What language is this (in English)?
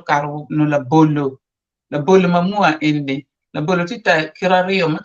Acoli